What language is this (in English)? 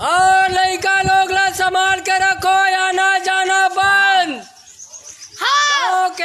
Chhattisgarhi